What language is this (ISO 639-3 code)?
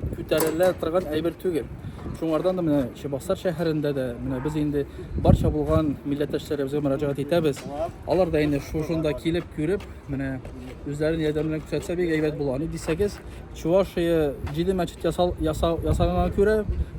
tat